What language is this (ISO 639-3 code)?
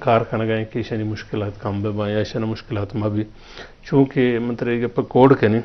bgp